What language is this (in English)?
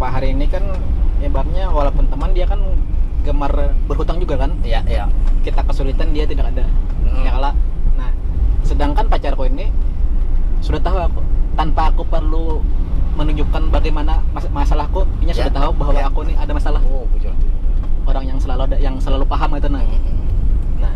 Banjar